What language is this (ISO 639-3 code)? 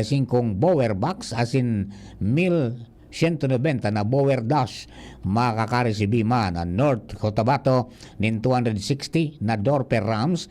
bik